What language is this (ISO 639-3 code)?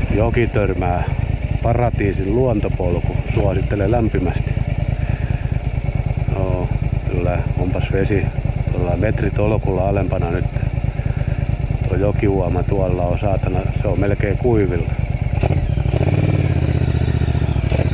fin